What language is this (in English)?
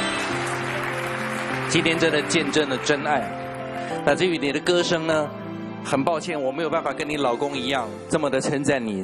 Chinese